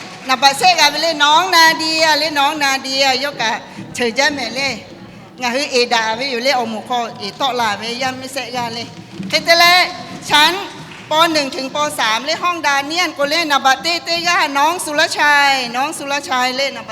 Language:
Lahu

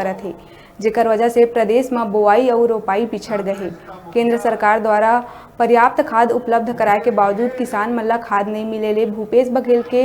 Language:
Chhattisgarhi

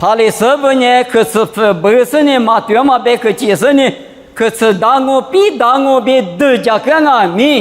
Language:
Lisu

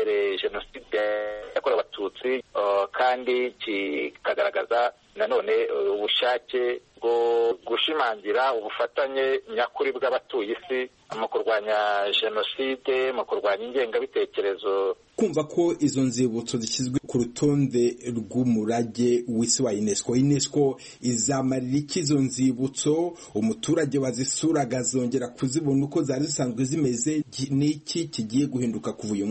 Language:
Kinyarwanda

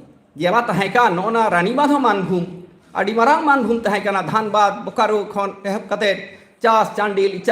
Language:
Santali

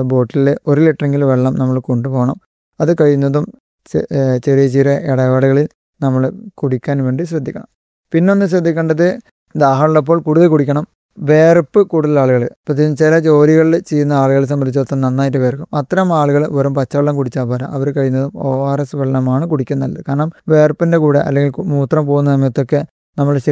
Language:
Malayalam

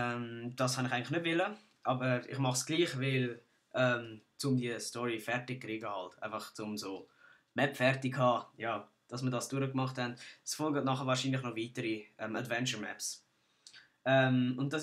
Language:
Swiss German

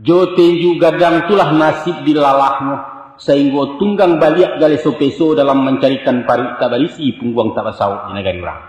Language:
Minangkabau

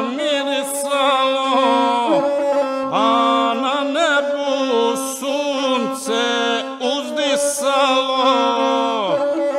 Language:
Croatian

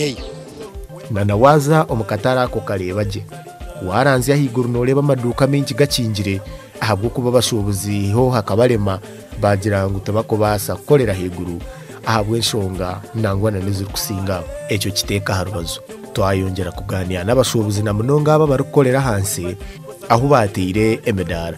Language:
Nyankole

